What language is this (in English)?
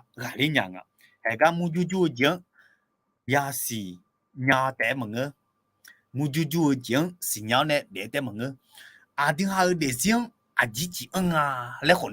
Akha